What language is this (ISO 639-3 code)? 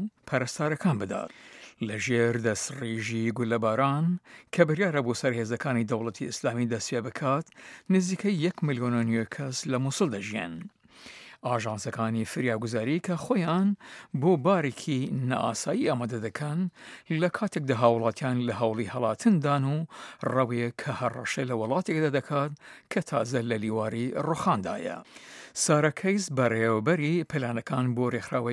ckb